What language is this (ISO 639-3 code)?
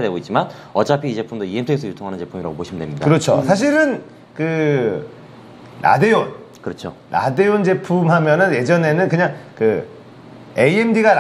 kor